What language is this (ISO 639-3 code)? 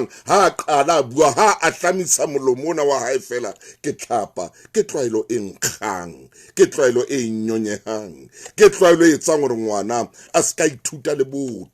sot